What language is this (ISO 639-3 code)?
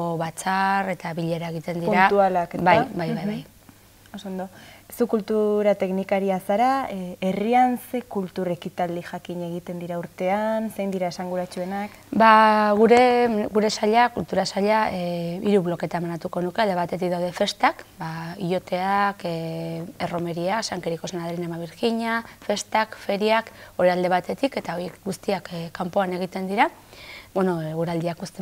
eus